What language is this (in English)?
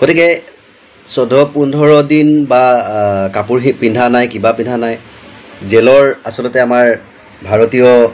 Assamese